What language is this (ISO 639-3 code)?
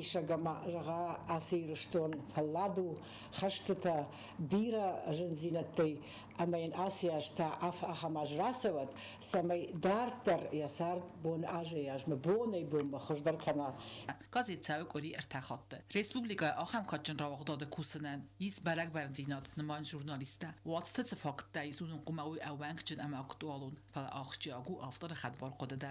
oss